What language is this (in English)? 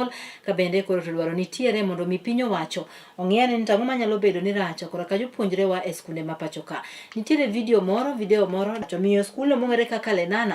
Luo (Kenya and Tanzania)